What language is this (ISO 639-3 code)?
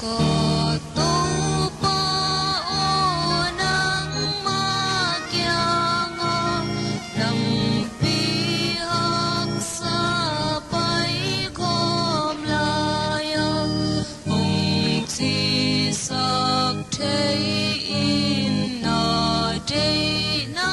ctd